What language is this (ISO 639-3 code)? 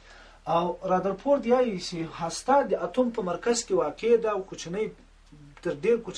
pus